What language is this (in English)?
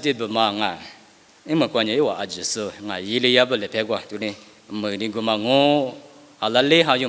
Lisu